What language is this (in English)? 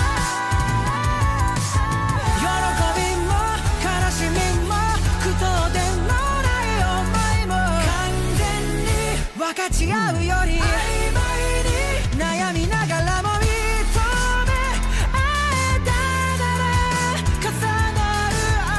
Japanese